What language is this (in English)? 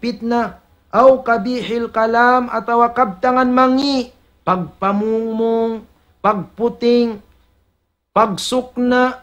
Tausug